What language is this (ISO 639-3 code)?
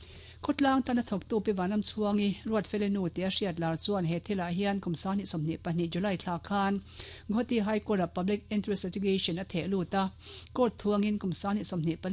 lus